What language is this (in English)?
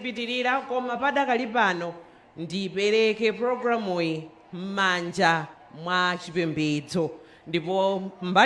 Nyanja